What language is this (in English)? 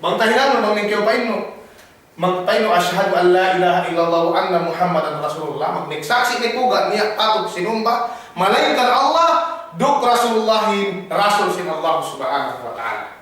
Yakan